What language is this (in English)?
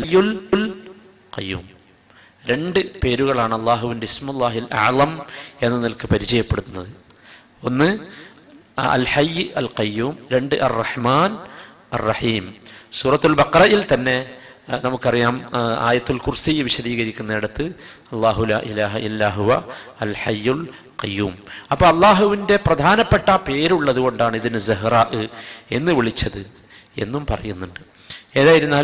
Malayalam